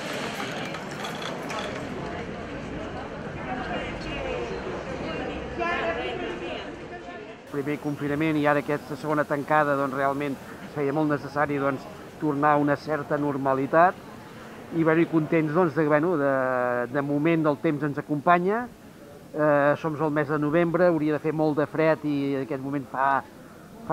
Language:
Catalan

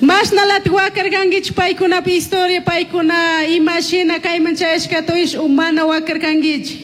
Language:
Chimborazo Highland Quichua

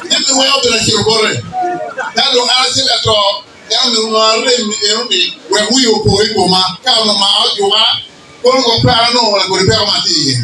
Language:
Acoli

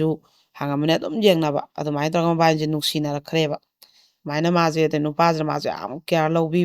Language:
Manipuri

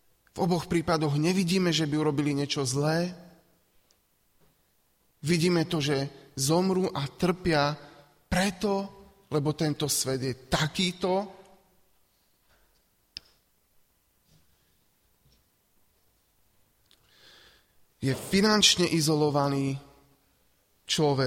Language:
Slovak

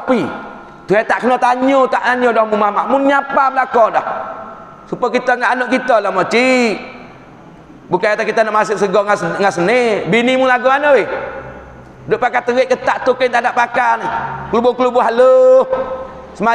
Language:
Malay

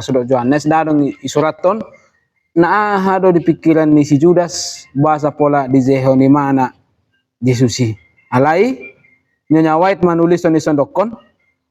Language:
Batak Toba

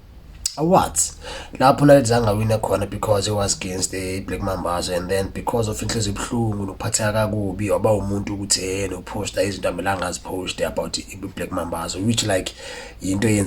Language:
Zulu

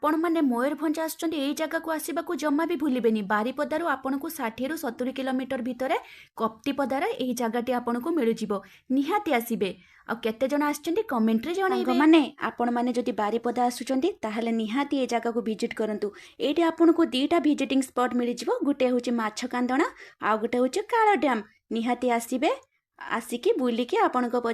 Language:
Odia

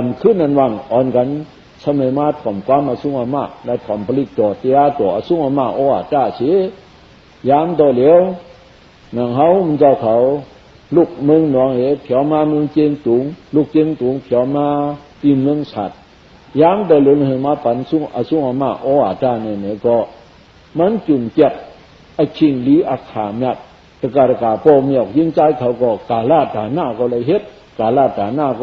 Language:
Shan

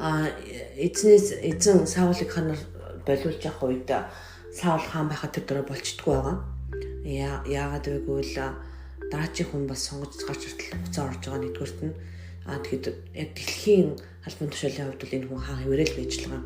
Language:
Mongolian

